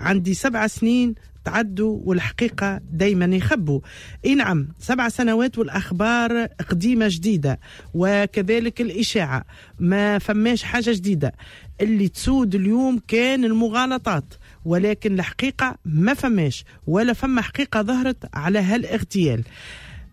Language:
Tunisian Arabic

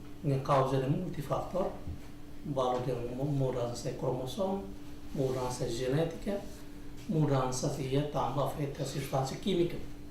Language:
Tetum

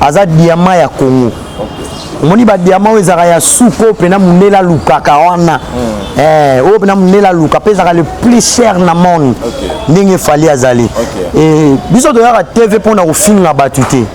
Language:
Lingala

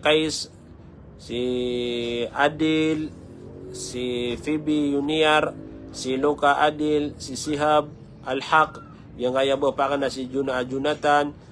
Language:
Maranao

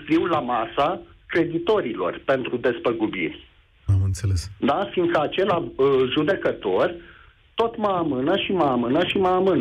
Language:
Romanian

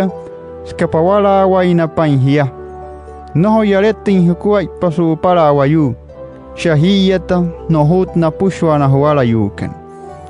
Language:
Wayuu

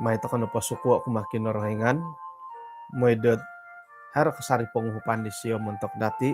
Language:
Central Dusun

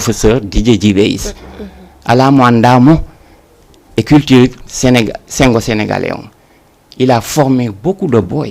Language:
Fula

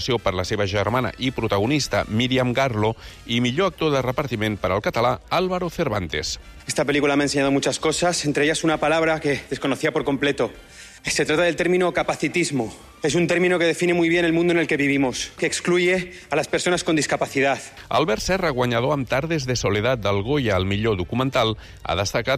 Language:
Catalan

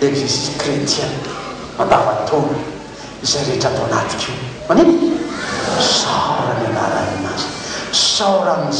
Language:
Malagasy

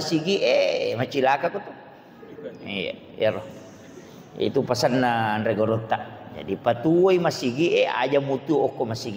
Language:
Buginese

